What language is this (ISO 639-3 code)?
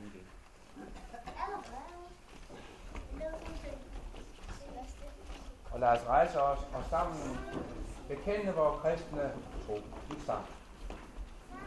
dan